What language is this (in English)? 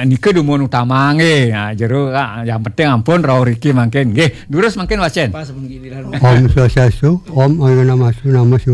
Balinese